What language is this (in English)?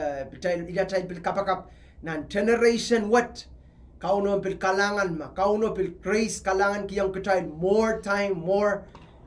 Pohnpeian